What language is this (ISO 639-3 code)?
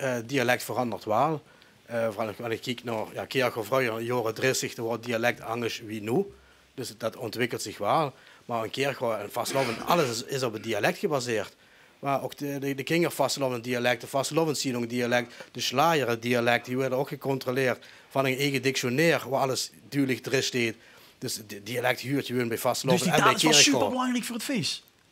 lim